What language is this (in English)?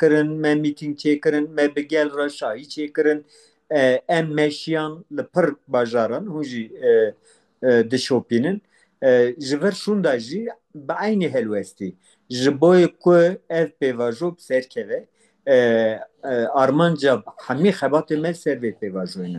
Kurdish